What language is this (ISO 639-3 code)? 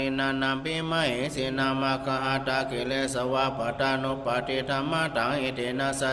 pli